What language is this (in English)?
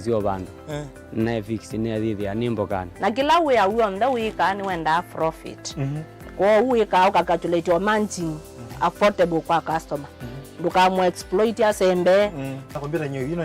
Kamba